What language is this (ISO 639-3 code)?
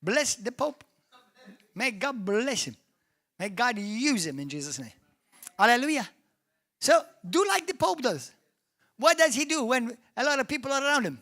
eng